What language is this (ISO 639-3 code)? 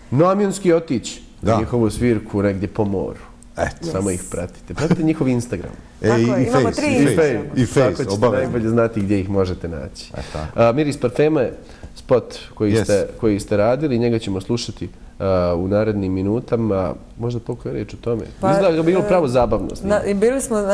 bos